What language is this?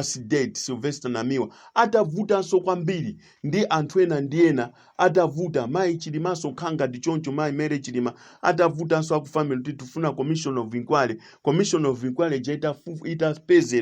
Nyanja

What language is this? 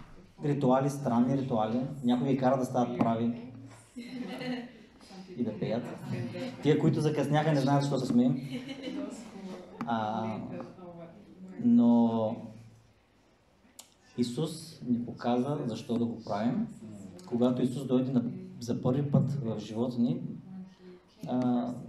Bulgarian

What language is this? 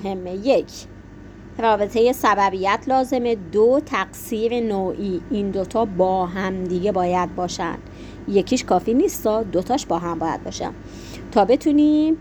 Persian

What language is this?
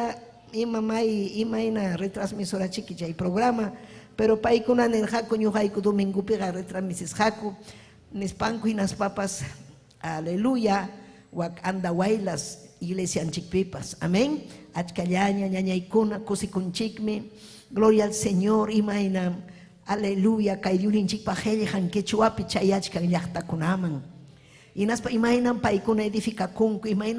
Ayacucho Quechua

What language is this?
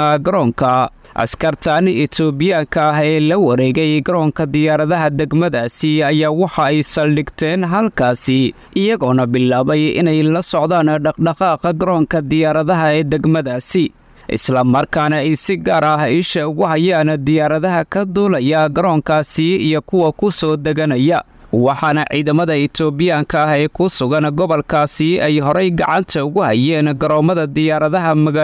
Somali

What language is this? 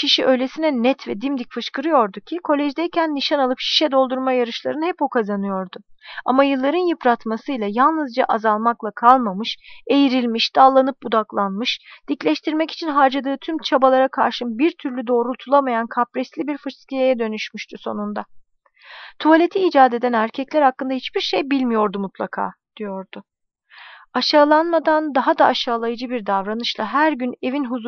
Turkish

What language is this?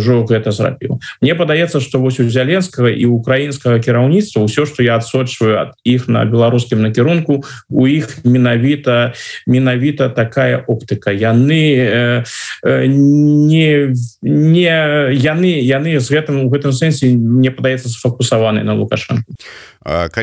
Belarusian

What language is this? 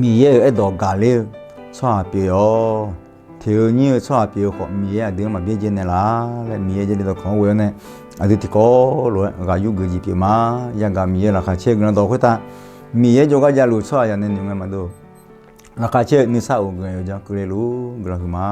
Akha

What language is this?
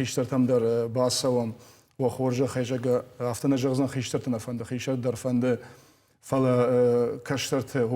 Ossetic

